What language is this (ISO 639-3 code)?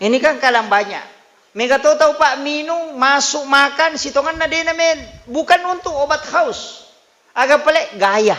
bug